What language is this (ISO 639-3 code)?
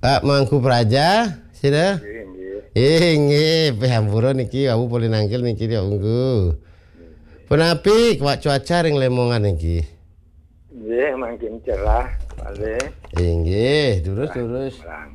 ban